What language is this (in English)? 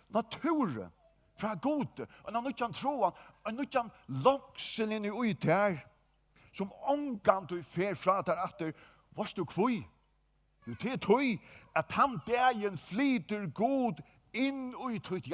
Faroese